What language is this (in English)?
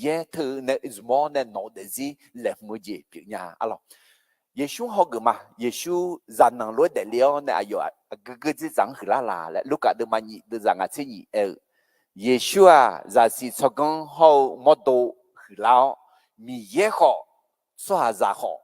Akha